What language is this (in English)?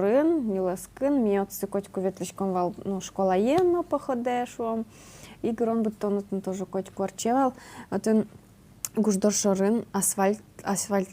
Udmurt